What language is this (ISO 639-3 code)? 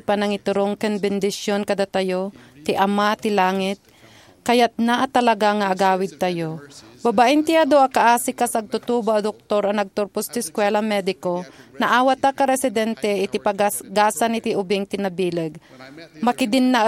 ilo